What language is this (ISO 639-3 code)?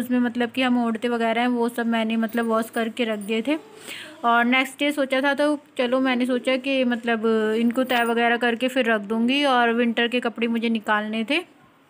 hin